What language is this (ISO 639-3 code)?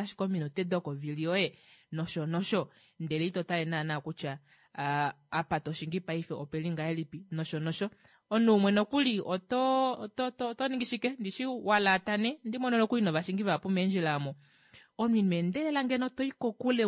kua